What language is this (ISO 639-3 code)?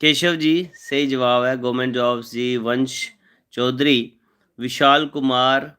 doi